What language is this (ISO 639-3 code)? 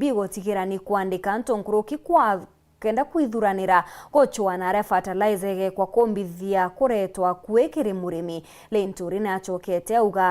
mer